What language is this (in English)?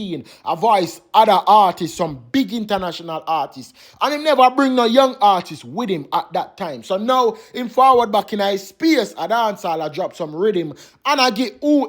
Jamaican Creole English